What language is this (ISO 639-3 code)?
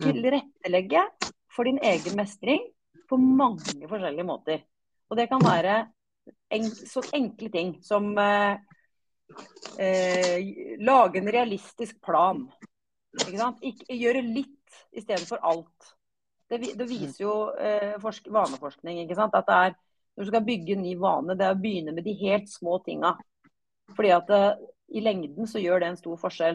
nor